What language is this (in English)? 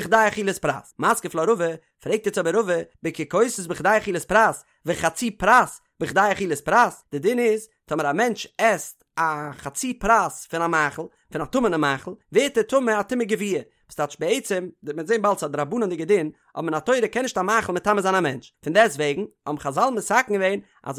Yiddish